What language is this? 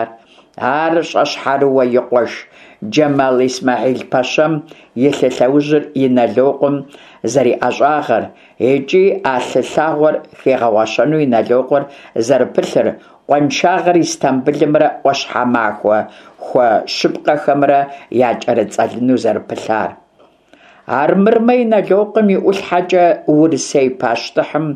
Kabardian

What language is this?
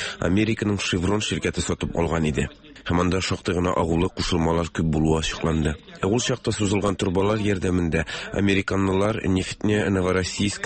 Tatar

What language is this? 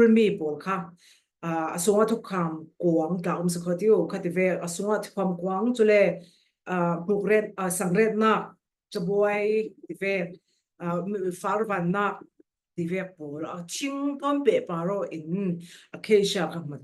Falam Chin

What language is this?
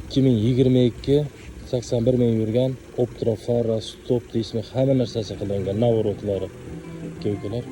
Uzbek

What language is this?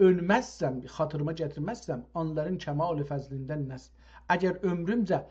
South Azerbaijani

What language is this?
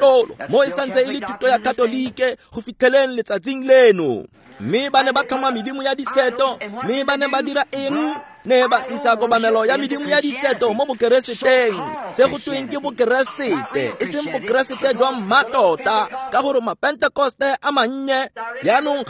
Tswana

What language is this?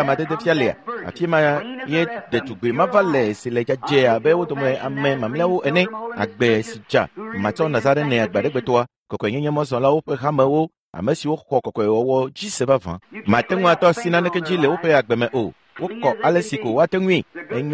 Ewe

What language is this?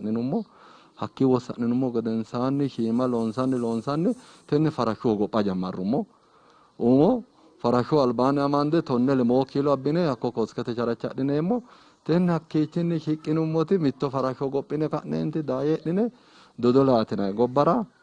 Sidamo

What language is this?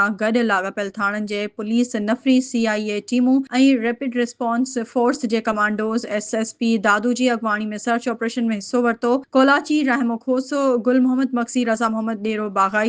Sindhi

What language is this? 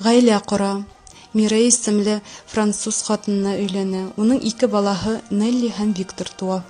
Bashkir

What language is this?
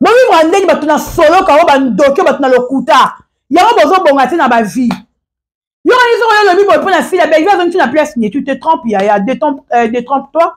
Lingala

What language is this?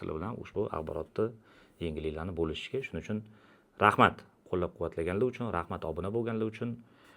Uzbek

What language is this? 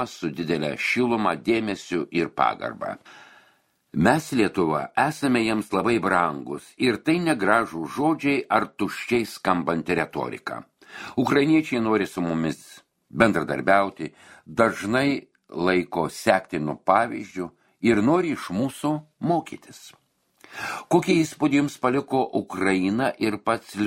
Lithuanian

